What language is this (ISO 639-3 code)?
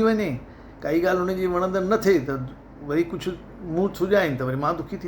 snd